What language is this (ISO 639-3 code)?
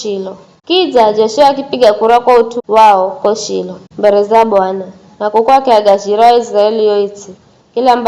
nyf